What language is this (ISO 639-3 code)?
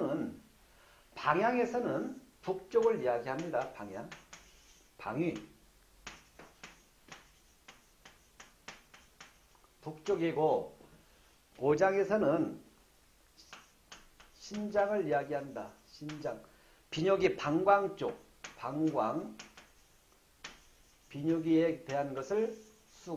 kor